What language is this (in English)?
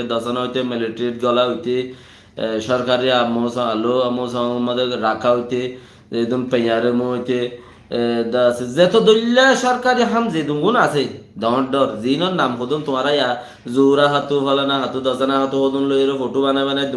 Rohingya